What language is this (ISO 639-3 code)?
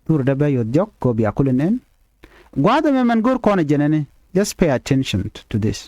nus